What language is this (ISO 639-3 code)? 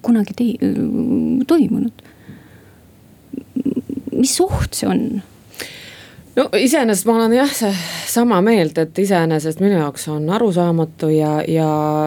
est